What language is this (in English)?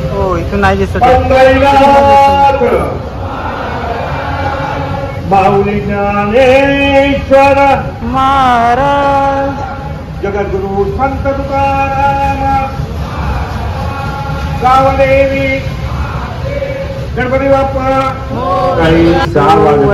Marathi